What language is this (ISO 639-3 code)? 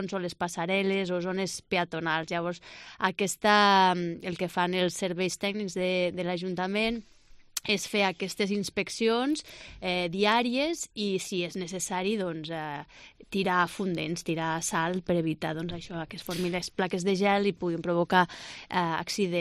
cat